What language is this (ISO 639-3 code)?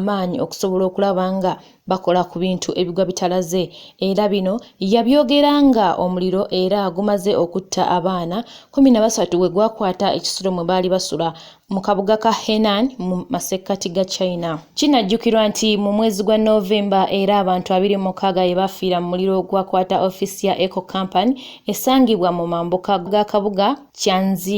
lug